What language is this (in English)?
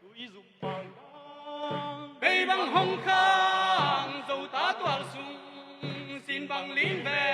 Tedim Chin